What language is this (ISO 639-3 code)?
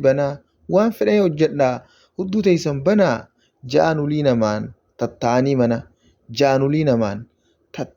orm